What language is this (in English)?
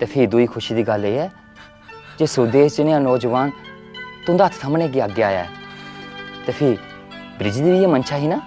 Dogri